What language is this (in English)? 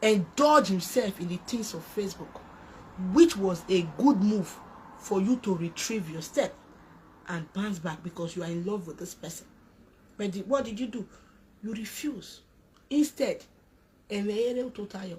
Nigerian Pidgin